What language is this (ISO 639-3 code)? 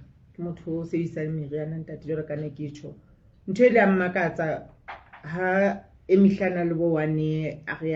sot